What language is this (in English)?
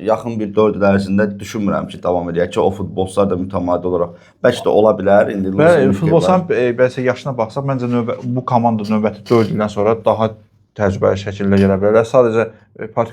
Azerbaijani